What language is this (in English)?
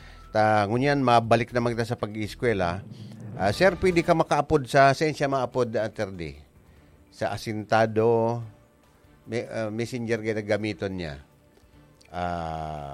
Bikol